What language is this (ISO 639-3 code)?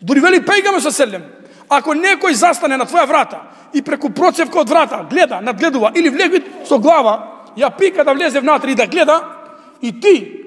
mkd